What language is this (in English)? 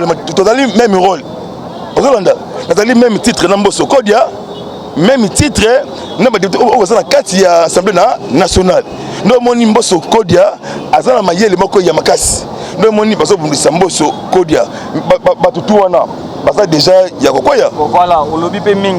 Lingala